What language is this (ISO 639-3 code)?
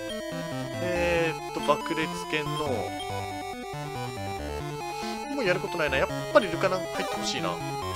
jpn